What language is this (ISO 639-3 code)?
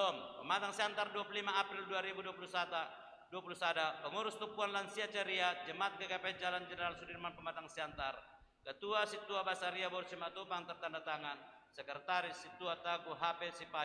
bts